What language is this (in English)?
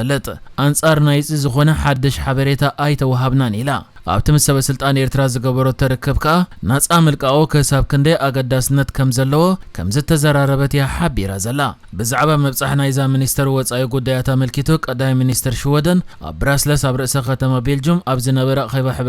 Tigrinya